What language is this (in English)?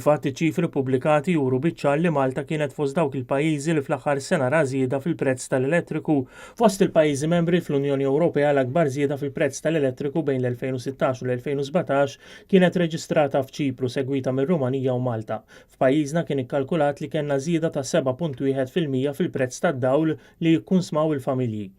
Maltese